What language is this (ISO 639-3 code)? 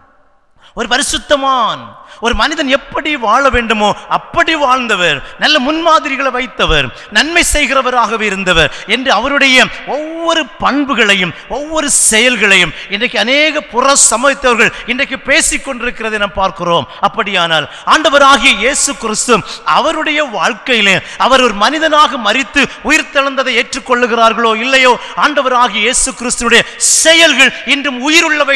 tam